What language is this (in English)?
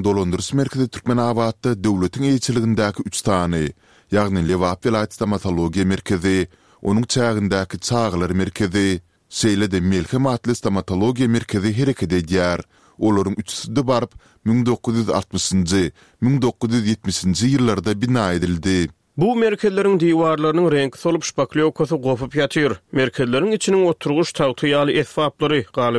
Turkmen